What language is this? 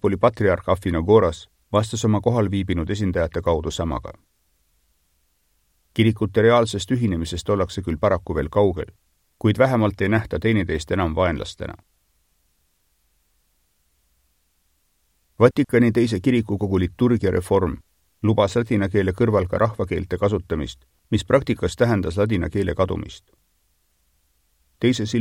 Estonian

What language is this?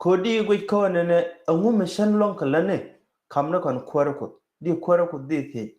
Nuer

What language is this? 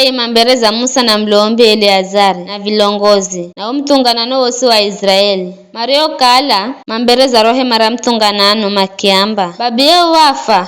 Giryama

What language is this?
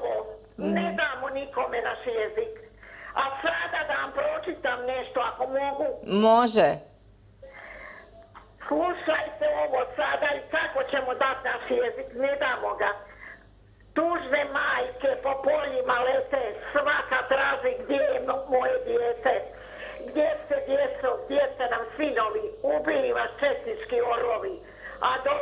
Croatian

